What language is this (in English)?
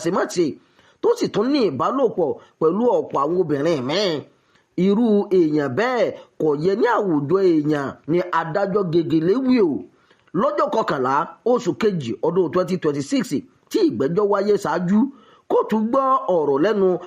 Yoruba